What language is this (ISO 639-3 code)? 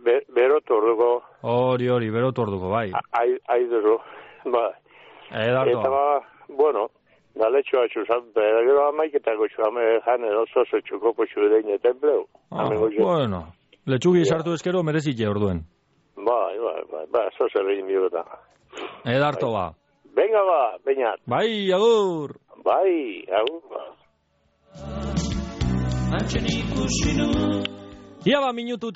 eus